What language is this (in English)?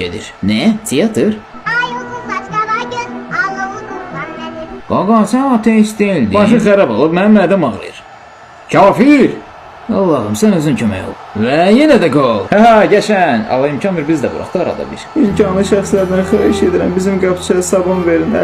Azerbaijani